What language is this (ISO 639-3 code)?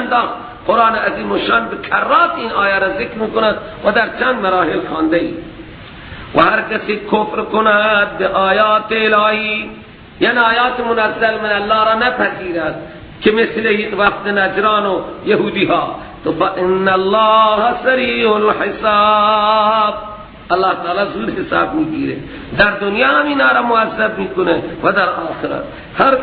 fas